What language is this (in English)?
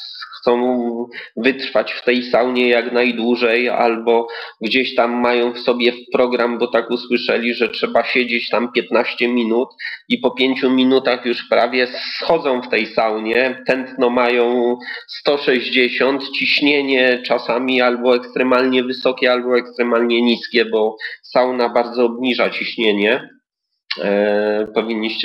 Polish